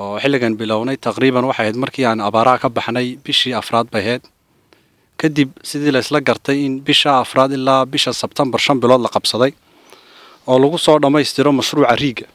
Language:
Somali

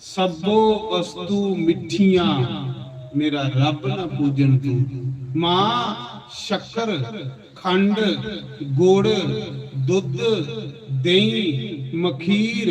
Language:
Dogri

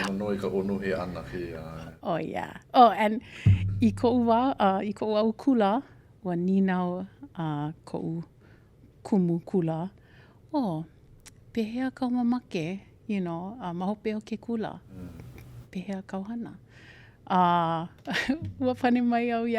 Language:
Hawaiian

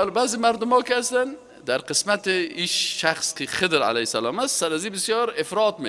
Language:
Persian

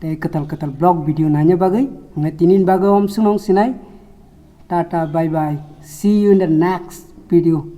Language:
Kok Borok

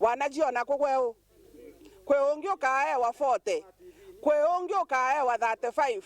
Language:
Meru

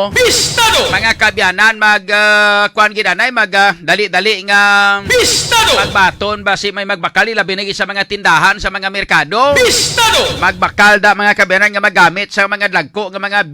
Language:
Hiligaynon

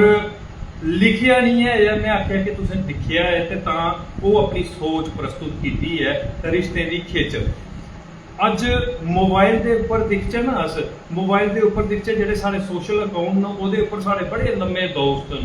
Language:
Dogri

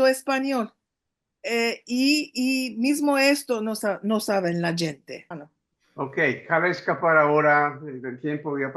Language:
Ladino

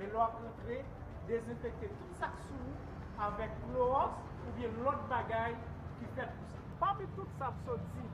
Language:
Haitian Creole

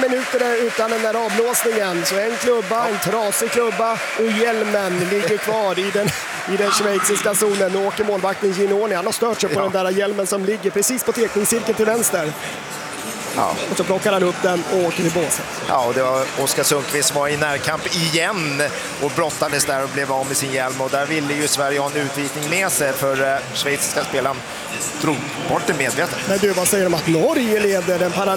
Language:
Swedish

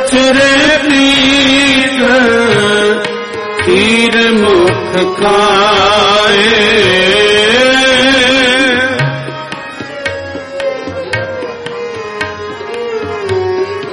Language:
Punjabi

